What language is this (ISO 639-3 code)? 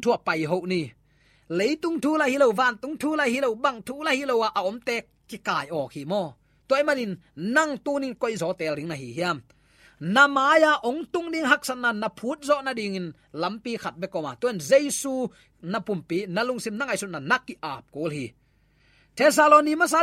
ctd